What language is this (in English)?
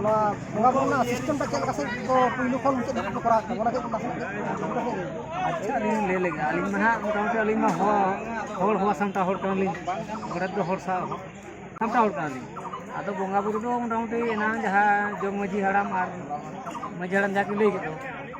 Santali